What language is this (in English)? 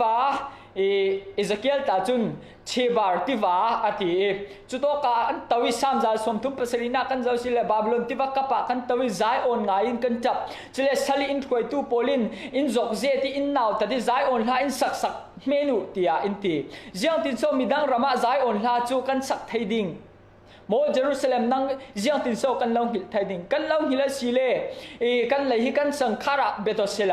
Falam Chin